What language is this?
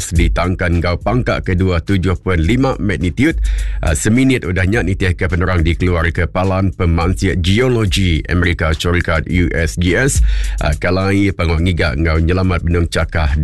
Iban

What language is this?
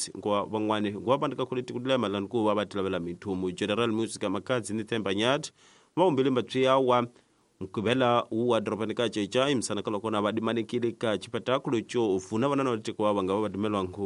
Tsonga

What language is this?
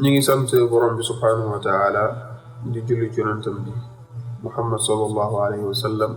Wolof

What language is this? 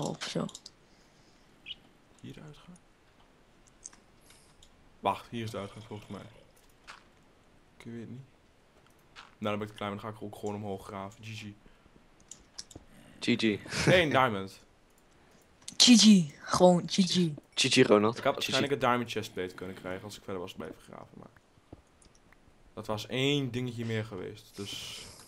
Dutch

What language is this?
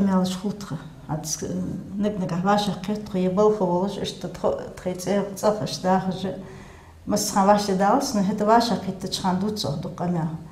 Ingush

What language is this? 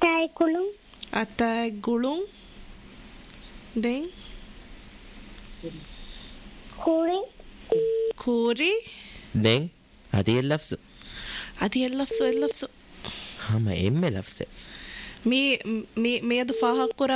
Divehi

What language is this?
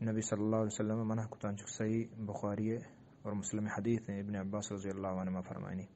Eastern Balochi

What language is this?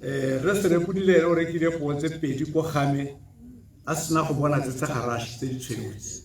Tswana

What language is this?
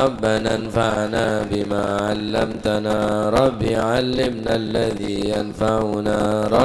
Madurese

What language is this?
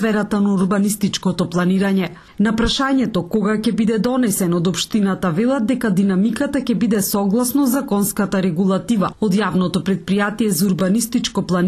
Macedonian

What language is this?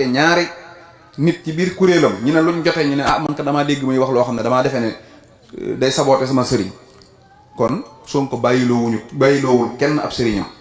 Wolof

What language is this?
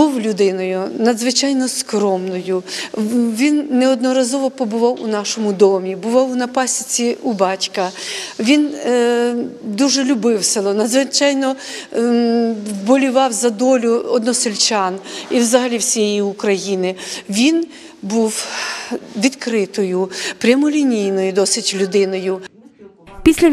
Ukrainian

